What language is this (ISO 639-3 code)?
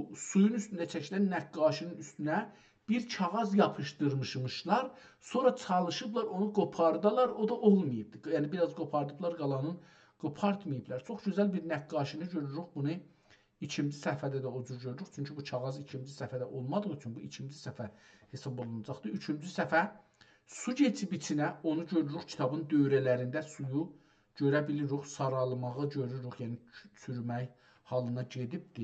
azb